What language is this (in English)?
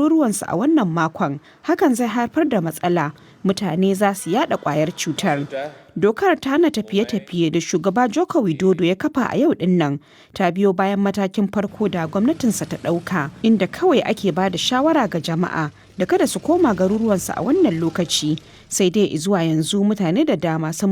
Hausa